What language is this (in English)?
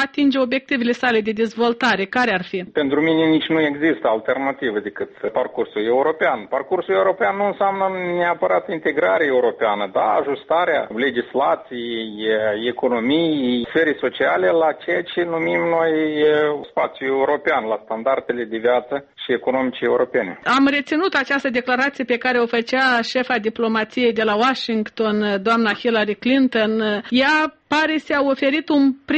Romanian